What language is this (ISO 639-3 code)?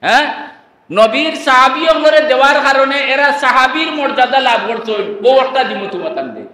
syl